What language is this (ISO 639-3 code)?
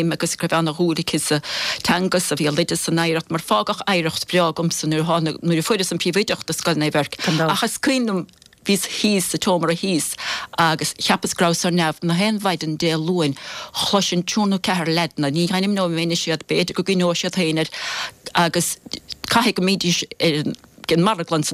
gle